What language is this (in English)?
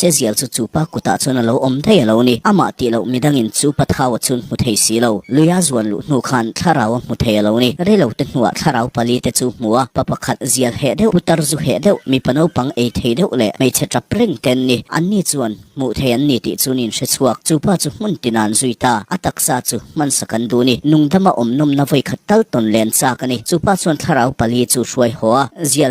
Mizo